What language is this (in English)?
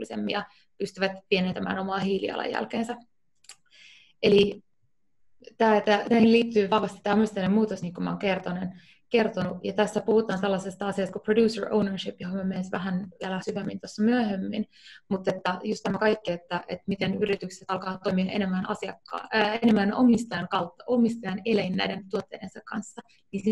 Finnish